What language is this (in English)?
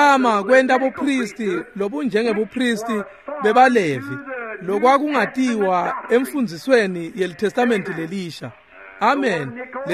Swati